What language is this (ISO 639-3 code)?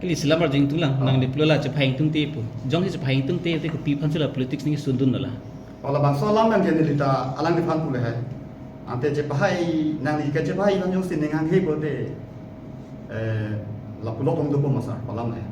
mjw